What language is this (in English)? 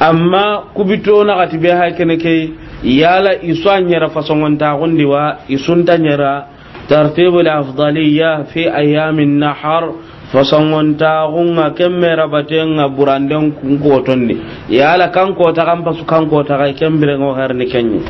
Soninke